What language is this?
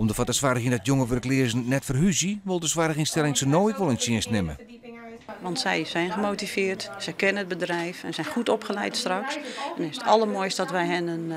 Western Frisian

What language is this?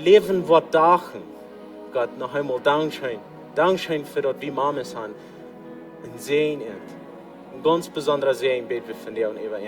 Plautdietsch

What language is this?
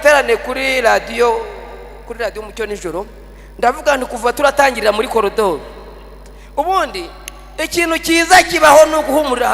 Kinyarwanda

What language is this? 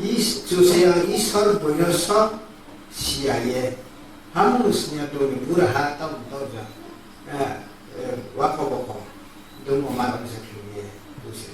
Riang (India)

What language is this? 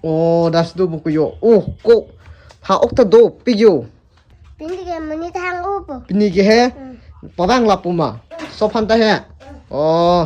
Karbi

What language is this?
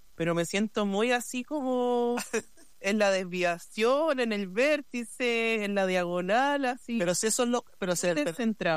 Spanish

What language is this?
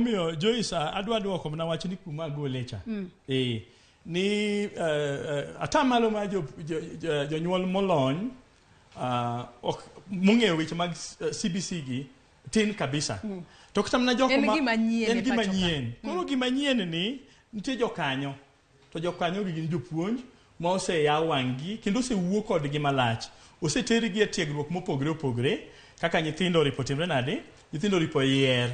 Luo (Kenya and Tanzania)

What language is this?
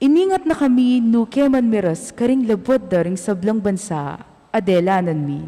Pampanga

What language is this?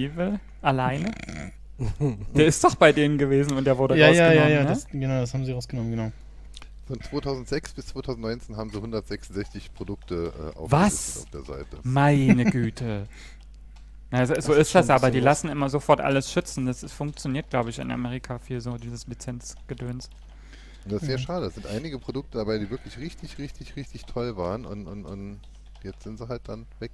German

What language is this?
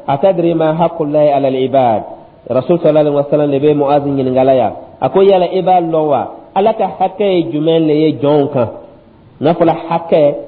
Dyula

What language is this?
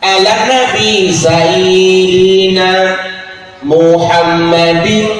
Achinese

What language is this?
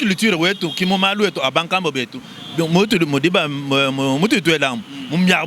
Luba-Lulua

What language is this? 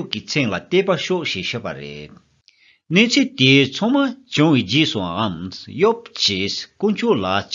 Tibetan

